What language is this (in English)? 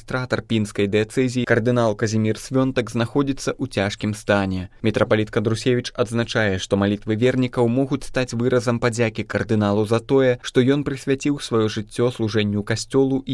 Belarusian